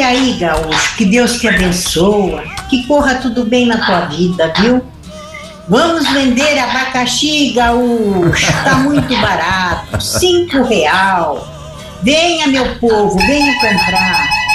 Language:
Portuguese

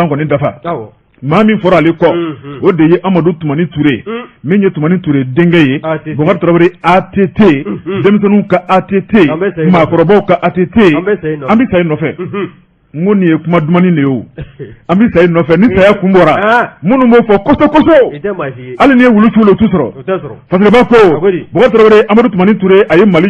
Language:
Bambara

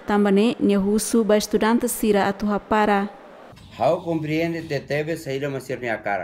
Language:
Tetum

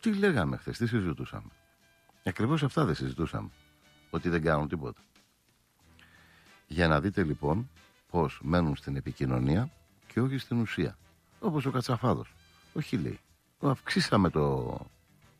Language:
Greek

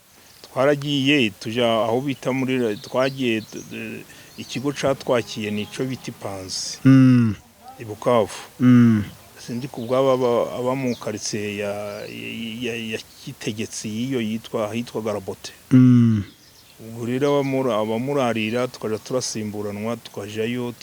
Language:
Kinyarwanda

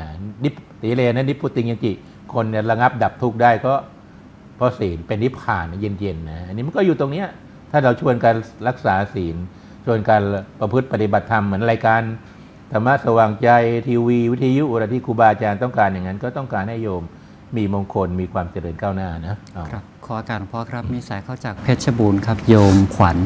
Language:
Thai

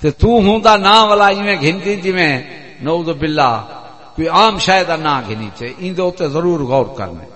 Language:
Saraiki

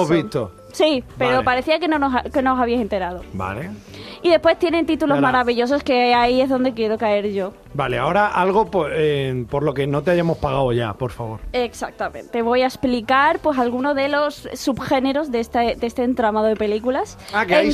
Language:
Spanish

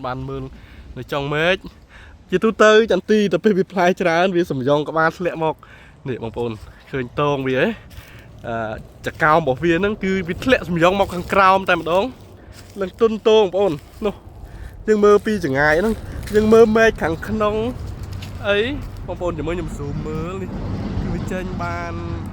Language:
Khmer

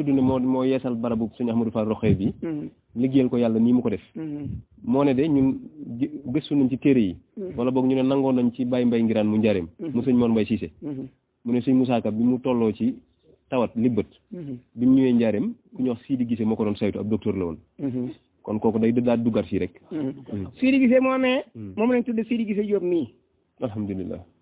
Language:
Wolof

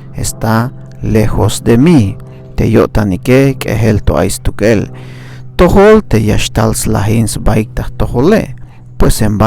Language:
Tzeltal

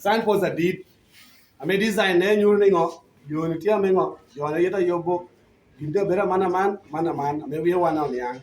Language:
Lango (Uganda)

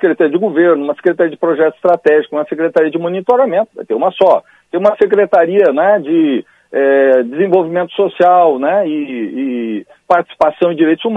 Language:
Portuguese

